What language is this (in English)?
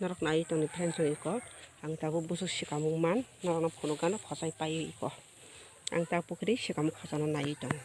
Kok Borok